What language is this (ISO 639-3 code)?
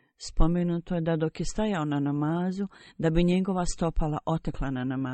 bos